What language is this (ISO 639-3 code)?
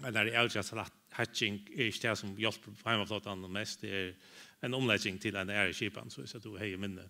fao